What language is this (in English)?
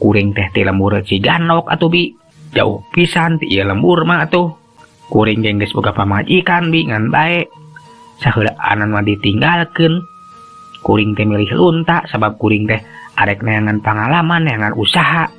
Sundanese